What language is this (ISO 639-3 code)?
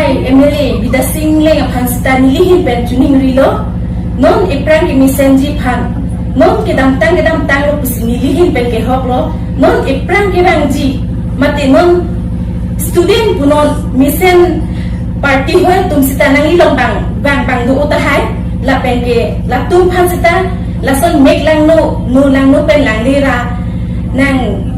mjw